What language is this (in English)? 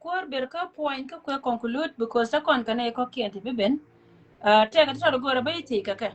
Nuer